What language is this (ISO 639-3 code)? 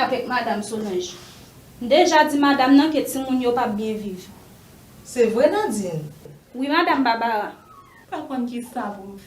hat